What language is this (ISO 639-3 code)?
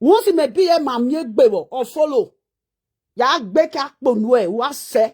pcm